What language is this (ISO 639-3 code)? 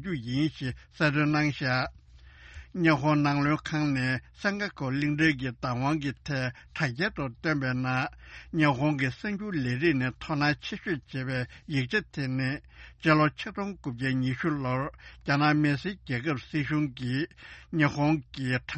bod